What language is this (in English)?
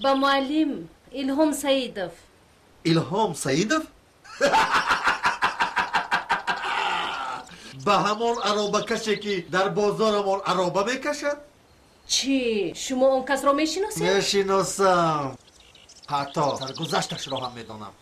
Tajik